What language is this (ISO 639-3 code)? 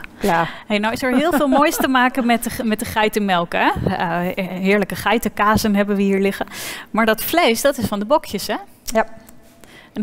nld